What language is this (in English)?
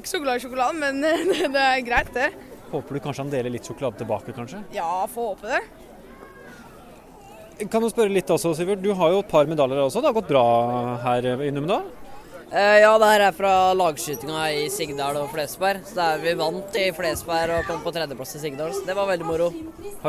Norwegian